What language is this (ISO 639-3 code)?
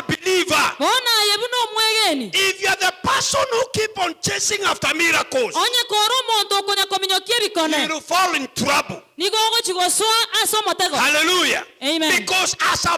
guz